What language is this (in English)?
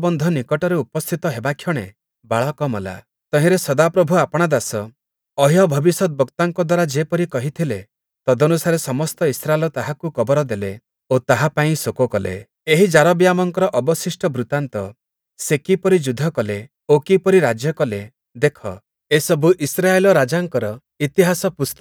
Odia